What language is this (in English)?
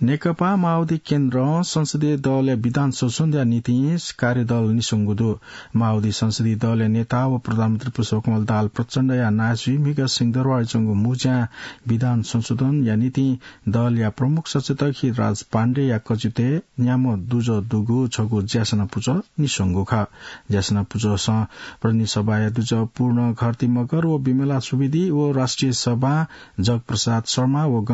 Newari